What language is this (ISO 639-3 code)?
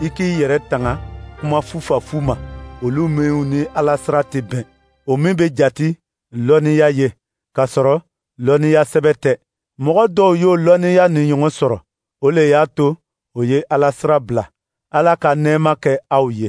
dyu